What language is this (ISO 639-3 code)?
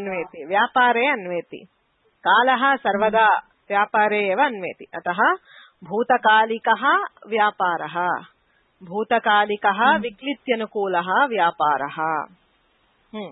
san